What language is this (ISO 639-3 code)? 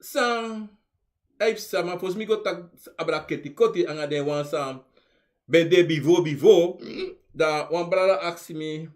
srn